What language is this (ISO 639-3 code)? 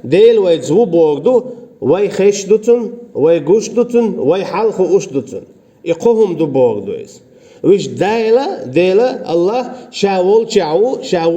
che